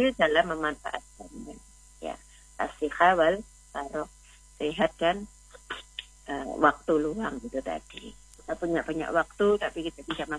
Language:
Indonesian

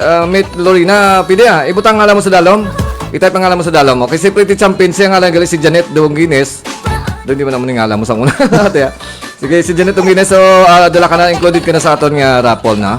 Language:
Hiligaynon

